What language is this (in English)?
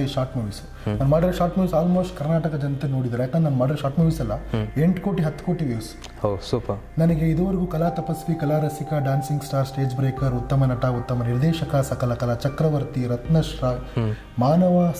Kannada